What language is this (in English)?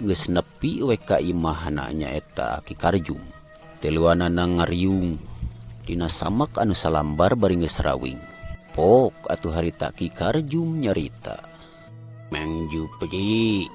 Sundanese